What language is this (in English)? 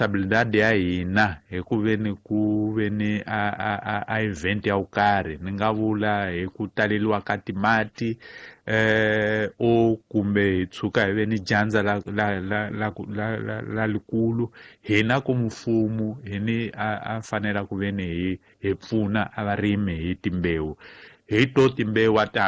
Tsonga